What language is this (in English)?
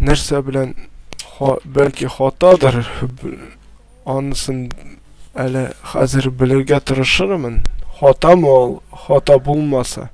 Tatar